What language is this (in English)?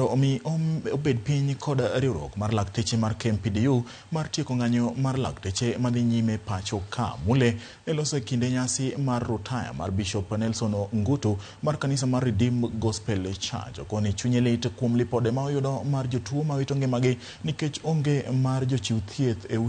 Luo (Kenya and Tanzania)